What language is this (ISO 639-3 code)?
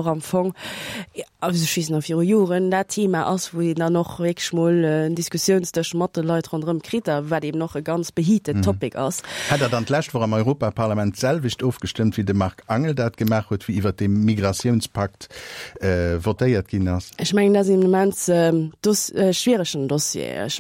ltz